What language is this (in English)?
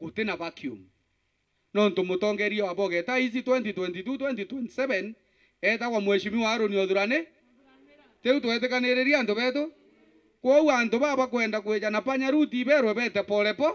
Meru